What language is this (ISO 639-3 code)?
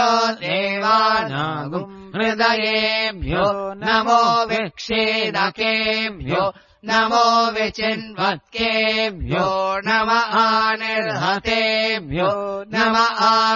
san